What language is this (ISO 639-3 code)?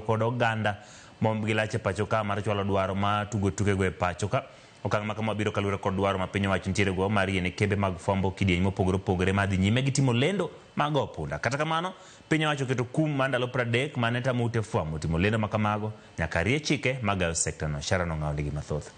luo